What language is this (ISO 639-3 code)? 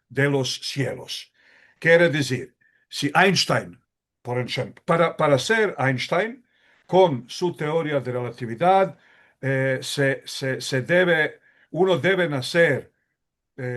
lad